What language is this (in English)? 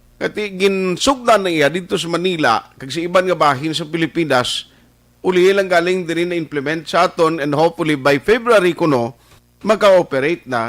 Hiligaynon